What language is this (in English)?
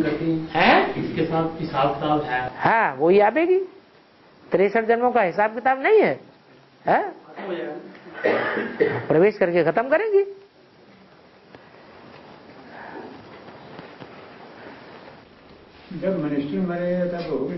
Hindi